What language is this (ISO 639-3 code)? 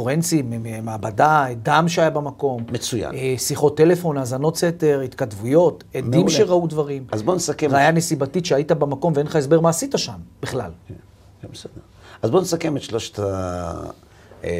heb